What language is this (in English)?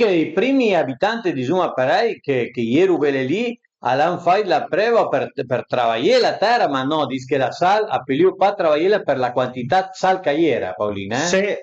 Piedmontese